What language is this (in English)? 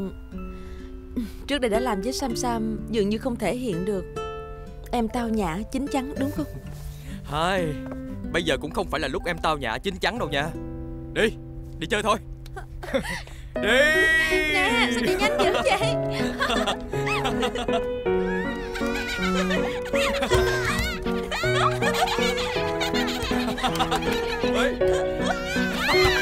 Vietnamese